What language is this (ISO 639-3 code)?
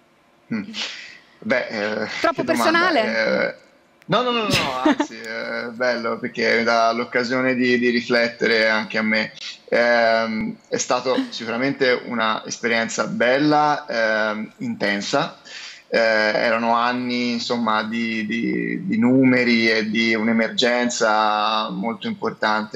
ita